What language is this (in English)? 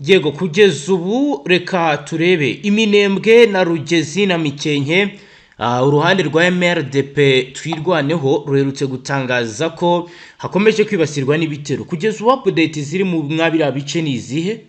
Kinyarwanda